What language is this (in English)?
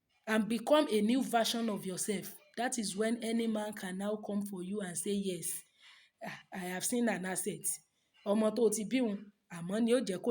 Yoruba